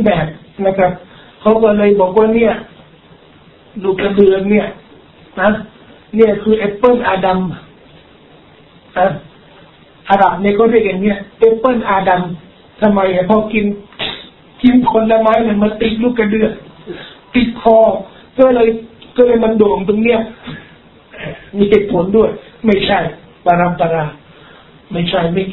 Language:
Thai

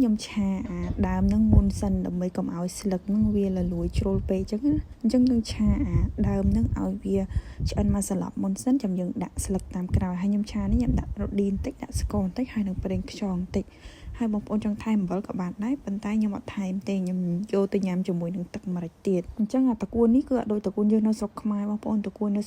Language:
Khmer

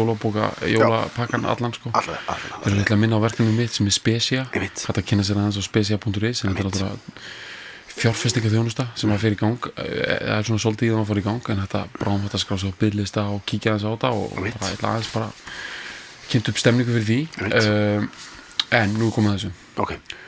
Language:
Icelandic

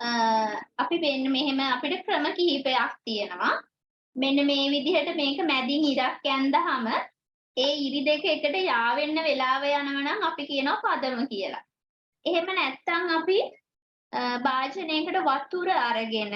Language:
Sinhala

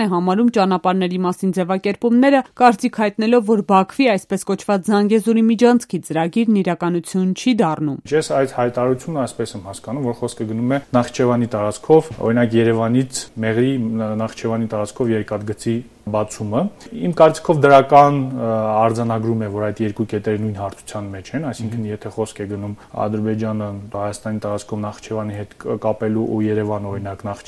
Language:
Armenian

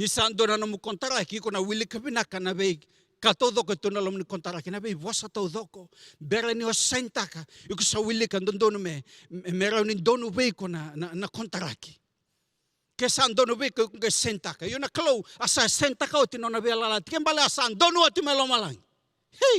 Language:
Fijian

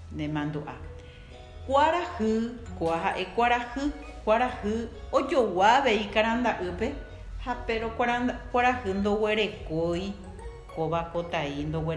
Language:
Guarani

